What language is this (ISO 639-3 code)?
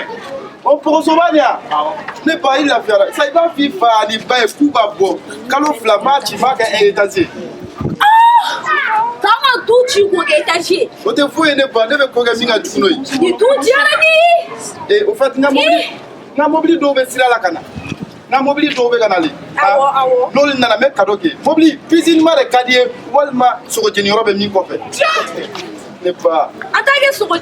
bam